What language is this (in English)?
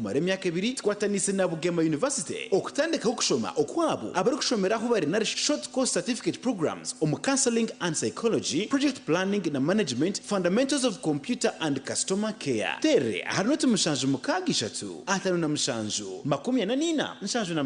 Nyankole